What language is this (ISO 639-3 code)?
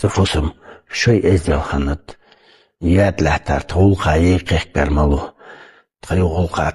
inh